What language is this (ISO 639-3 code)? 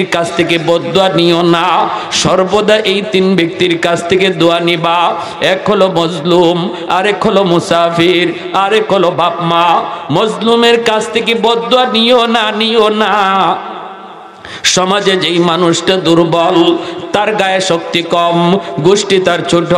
ben